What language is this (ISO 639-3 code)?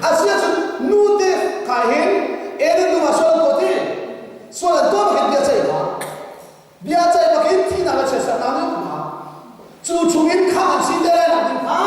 cnh